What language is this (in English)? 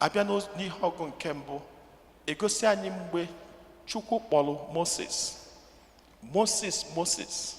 Igbo